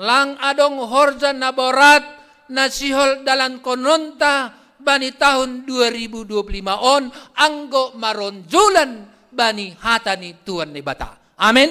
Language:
Batak Simalungun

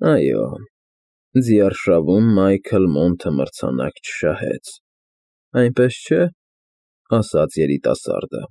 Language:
Armenian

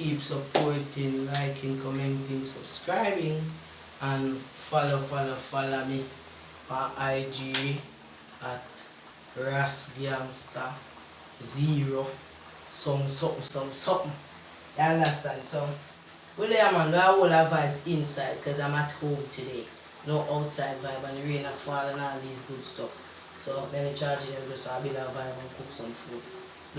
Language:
Jamaican Creole English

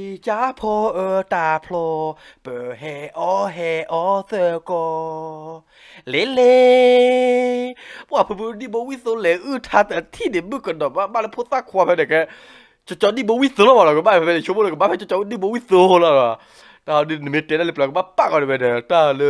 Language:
S'gaw Karen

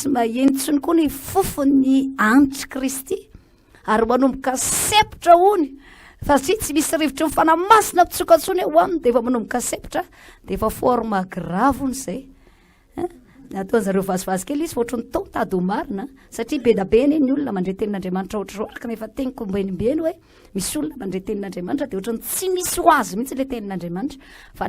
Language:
Malagasy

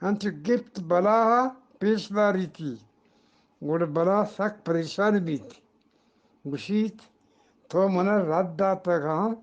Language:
Eastern Balochi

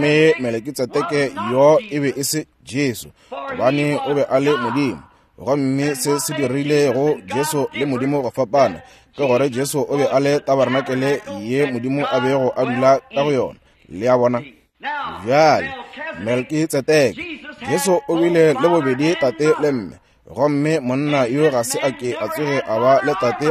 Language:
Northern Sotho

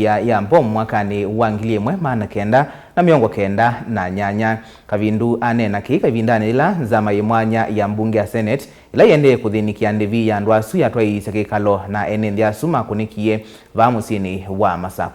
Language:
Kamba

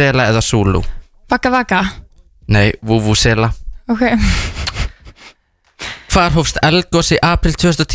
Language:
Icelandic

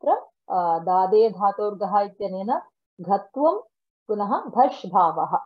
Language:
Sanskrit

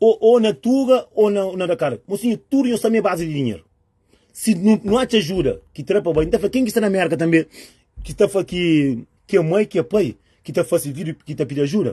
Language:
Kabuverdianu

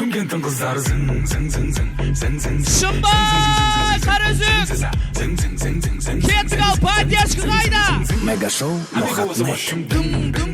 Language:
Kara-Kalpak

